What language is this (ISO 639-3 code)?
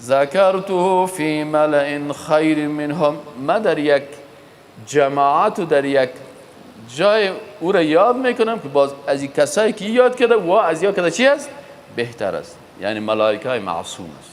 fas